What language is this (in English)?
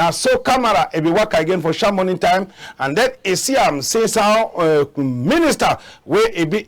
Cameroon Pidgin